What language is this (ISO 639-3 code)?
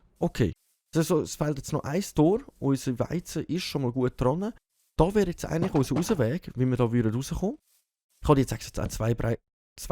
gsw